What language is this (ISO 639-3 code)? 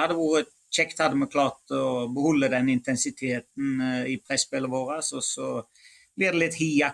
nor